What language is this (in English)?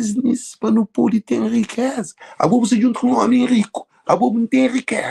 Kabuverdianu